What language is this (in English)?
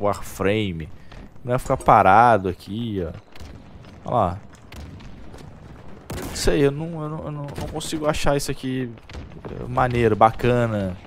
Portuguese